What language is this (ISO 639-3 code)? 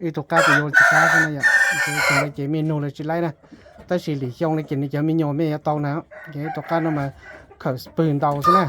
hmn